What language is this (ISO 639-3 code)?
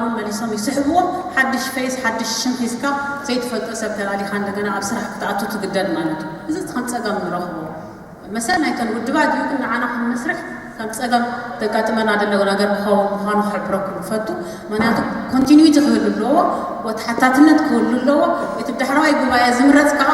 tir